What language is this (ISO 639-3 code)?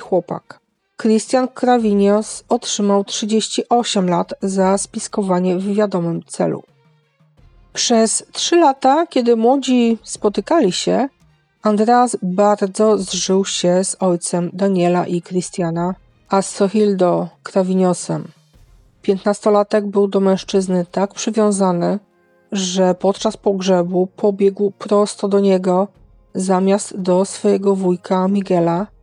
pol